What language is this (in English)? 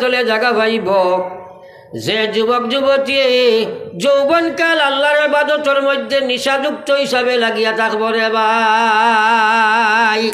Sylheti